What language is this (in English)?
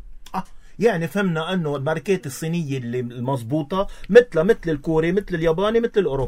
North Levantine Arabic